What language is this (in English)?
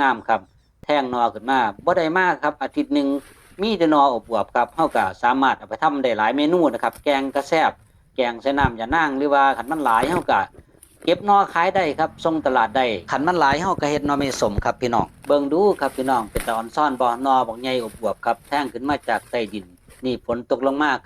Northeastern Thai